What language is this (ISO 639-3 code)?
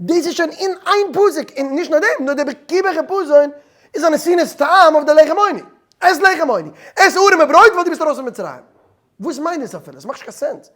yid